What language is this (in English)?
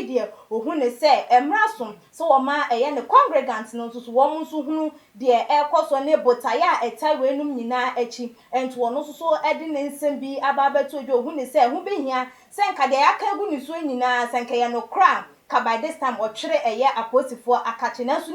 Akan